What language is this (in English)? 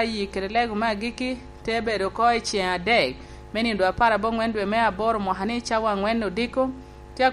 Lango (Uganda)